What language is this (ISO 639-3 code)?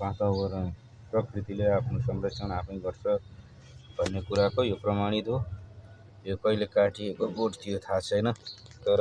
nep